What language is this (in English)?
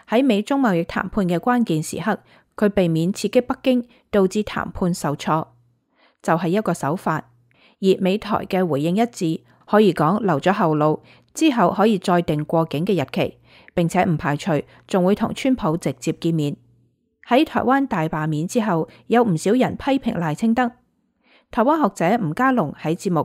Cantonese